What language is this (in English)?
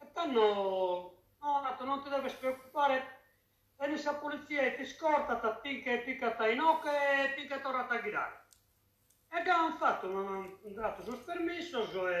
Sardinian